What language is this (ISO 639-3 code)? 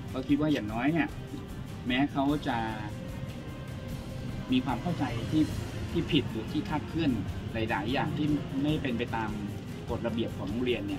tha